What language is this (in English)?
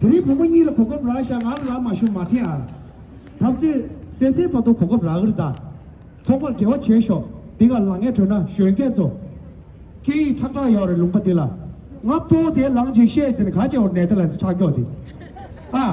Tibetan